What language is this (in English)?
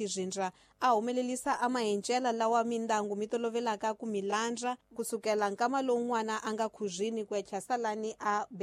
Tsonga